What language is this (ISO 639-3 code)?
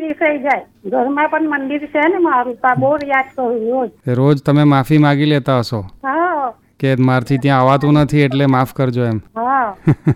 guj